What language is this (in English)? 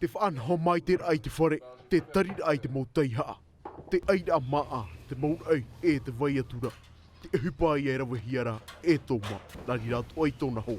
Tahitian